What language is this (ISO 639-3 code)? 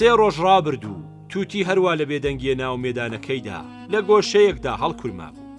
ckb